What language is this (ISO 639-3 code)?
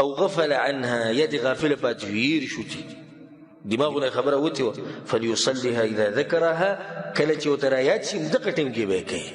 pus